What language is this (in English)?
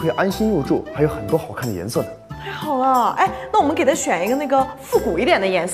Chinese